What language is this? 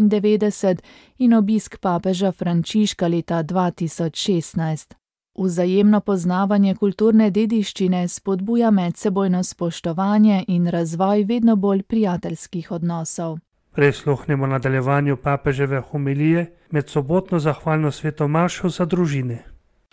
Slovenian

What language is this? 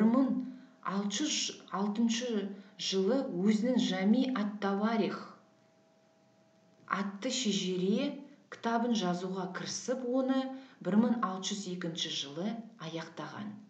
Kazakh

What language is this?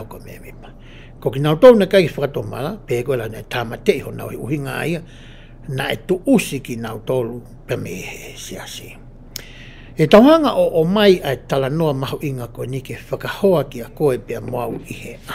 Tongan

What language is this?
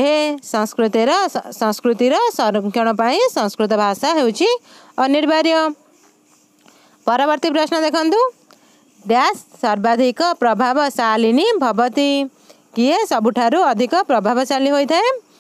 Odia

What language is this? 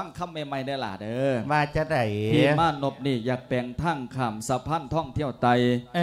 Lao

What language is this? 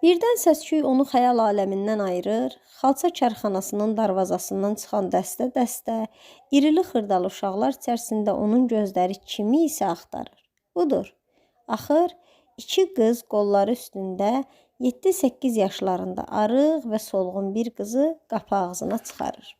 Azerbaijani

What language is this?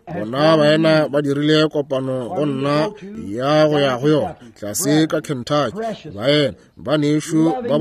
Northern Sotho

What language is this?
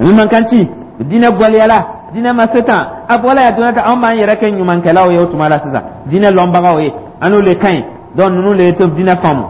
Dyula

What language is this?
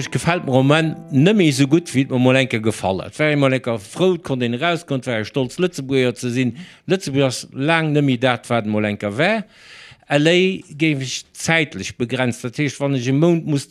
Luxembourgish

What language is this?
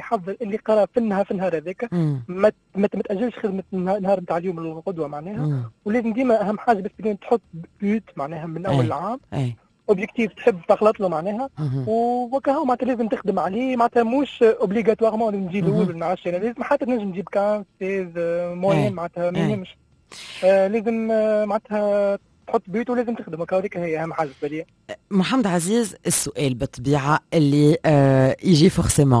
Tunisian Arabic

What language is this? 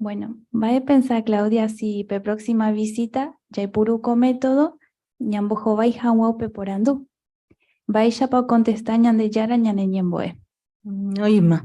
Guarani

